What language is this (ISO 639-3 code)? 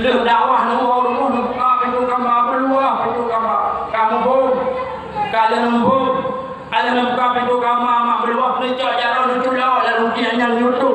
ace